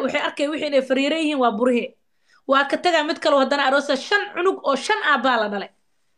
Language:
Somali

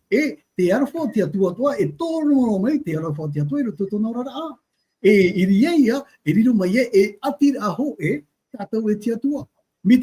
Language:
Tahitian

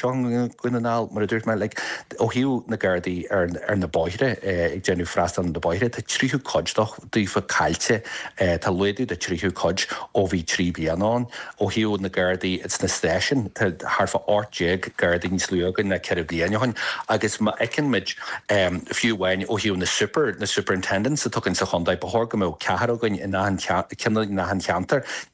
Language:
Irish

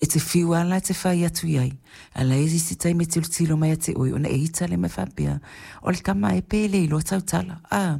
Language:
Samoan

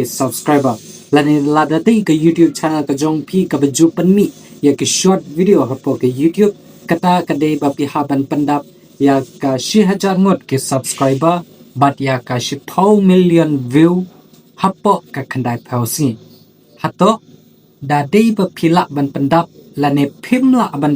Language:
Khasi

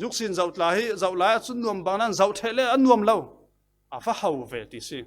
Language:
Falam Chin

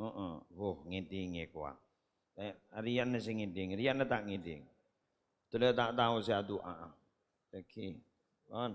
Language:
Madurese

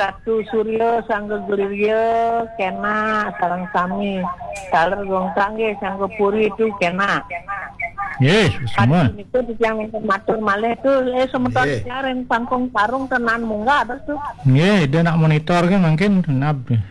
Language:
Balinese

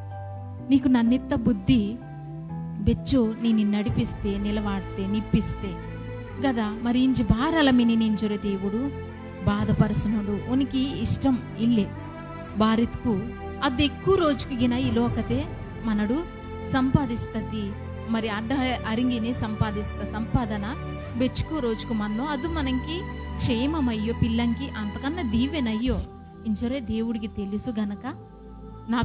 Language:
Koya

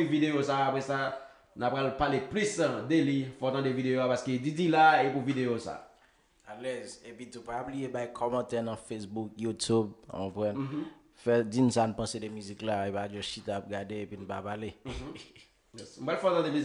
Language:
Haitian Creole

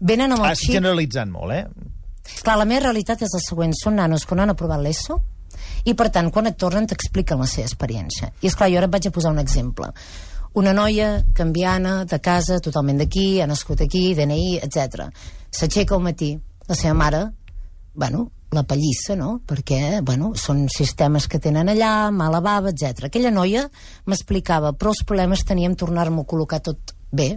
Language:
Catalan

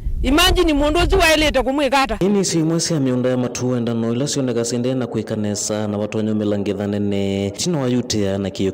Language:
Kamba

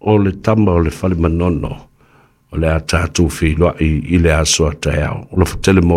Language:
Samoan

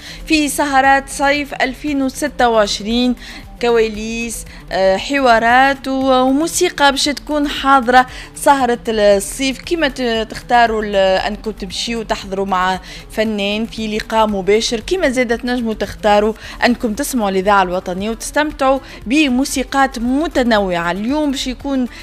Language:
Tunisian Arabic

